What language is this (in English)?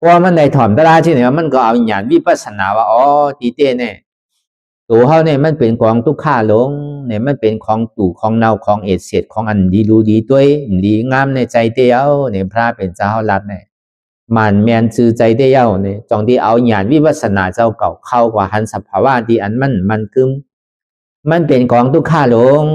Shan